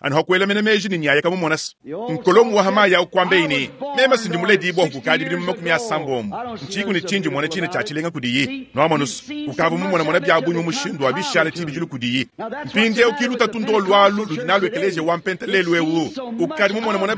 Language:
Luba-Lulua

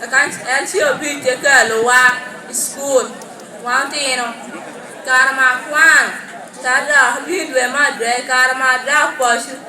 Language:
Lango (Uganda)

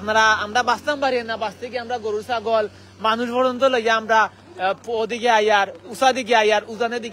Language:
Sylheti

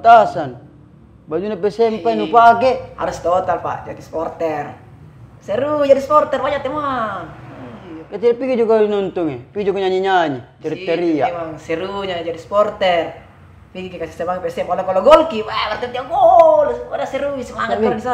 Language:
Makassar Malay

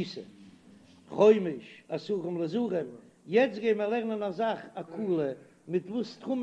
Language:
Yiddish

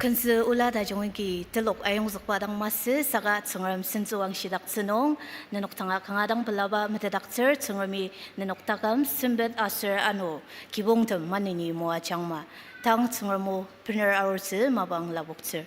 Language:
Ao Naga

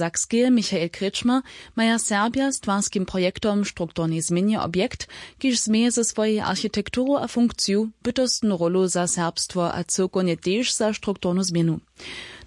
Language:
Upper Sorbian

